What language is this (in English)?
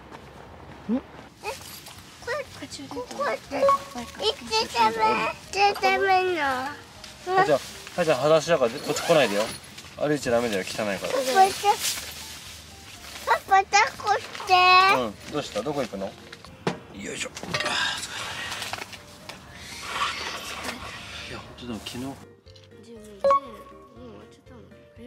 Japanese